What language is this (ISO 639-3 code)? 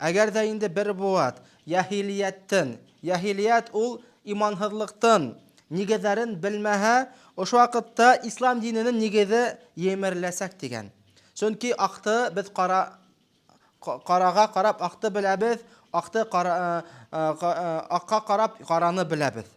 bak